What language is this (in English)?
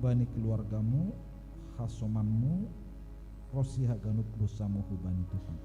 Batak Simalungun